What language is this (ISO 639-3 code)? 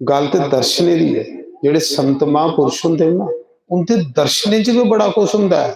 doi